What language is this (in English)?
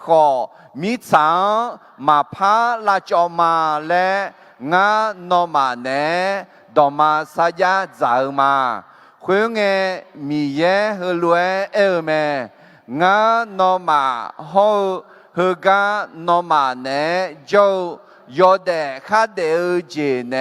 Akha